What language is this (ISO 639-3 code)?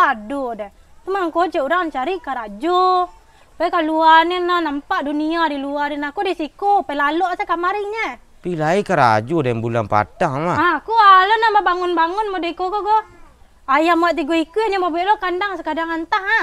min